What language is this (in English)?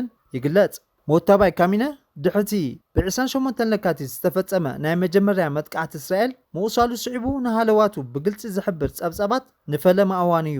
Tigrinya